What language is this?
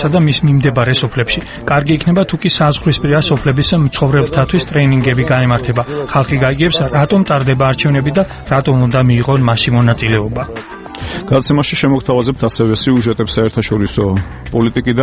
Georgian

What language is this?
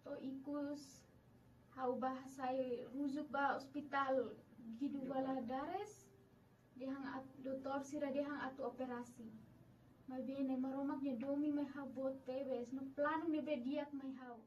Tetum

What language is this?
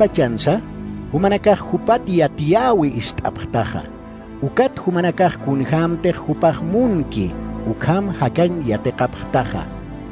Aymara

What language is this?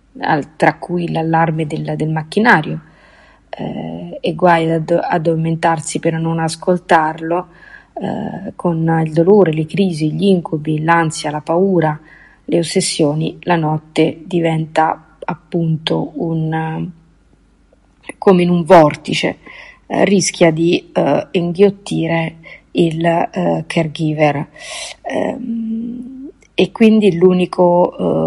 Italian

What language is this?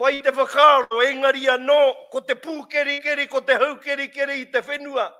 Māori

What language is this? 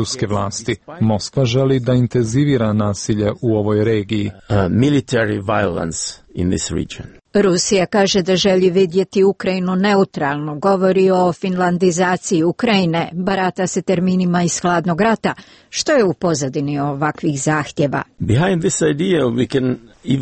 Croatian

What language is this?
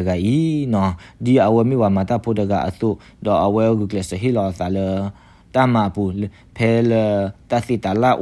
S'gaw Karen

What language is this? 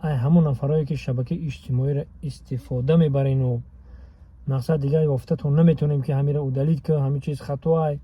Tajik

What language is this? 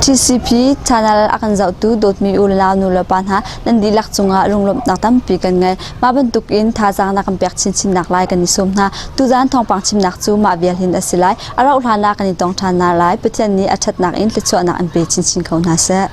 Hakha Chin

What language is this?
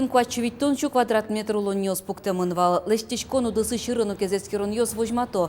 Udmurt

